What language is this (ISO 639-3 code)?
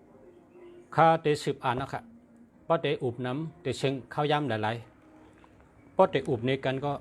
shn